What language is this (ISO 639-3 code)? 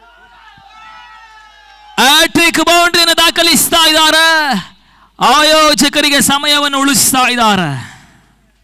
kan